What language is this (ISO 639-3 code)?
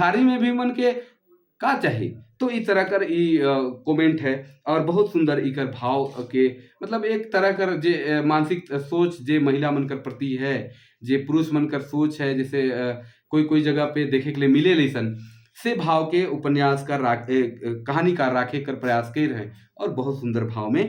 sck